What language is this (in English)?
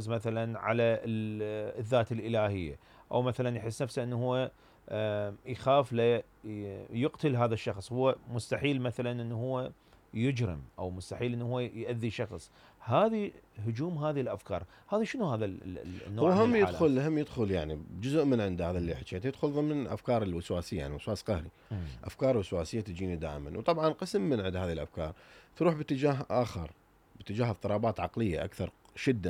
Mesopotamian Arabic